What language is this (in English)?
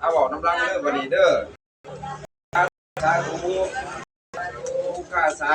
Lao